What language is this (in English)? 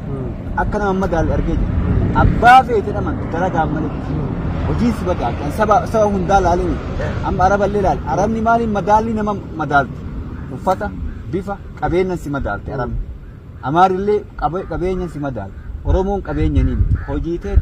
Oromo